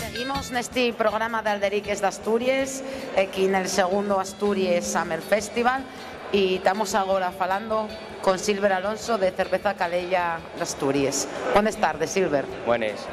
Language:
Asturian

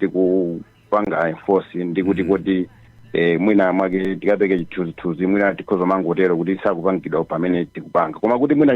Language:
Nyanja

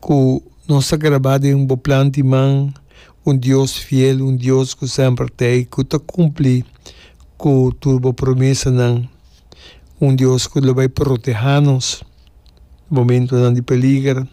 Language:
Papiamento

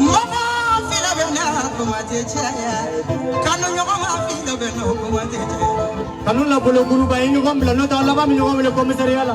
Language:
Bambara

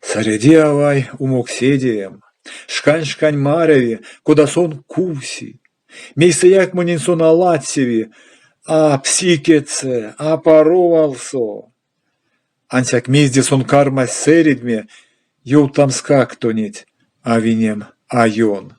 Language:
Erzya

